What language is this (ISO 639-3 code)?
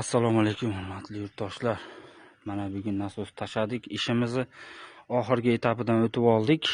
uzb